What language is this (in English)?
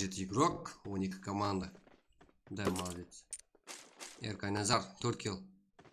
Kara-Kalpak